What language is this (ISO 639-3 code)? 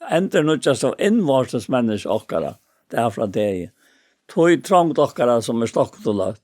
fao